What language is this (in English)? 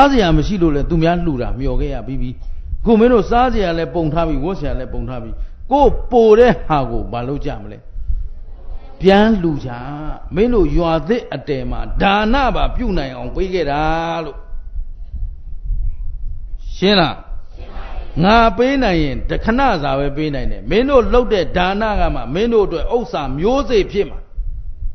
Burmese